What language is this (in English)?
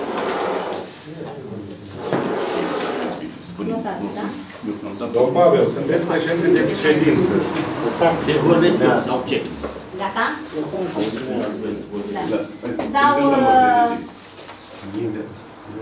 Romanian